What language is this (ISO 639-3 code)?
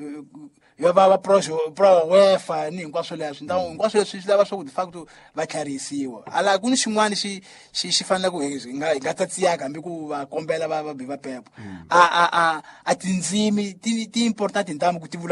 tso